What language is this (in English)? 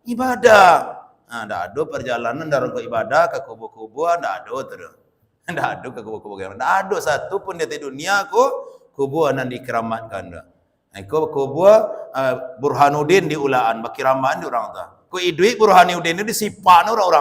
Minangkabau